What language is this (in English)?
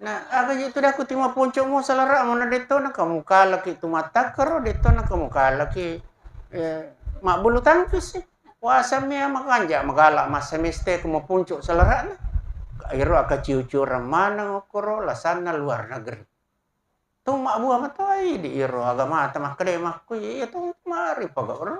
Buginese